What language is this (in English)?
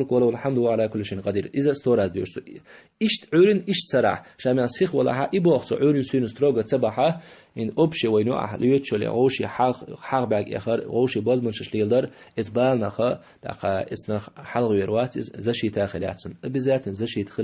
Chechen